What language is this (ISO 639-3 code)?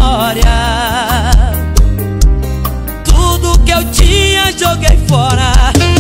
por